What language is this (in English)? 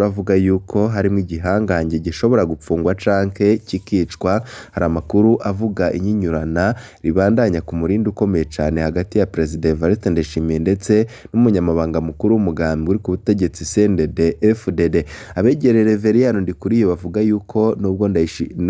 Rundi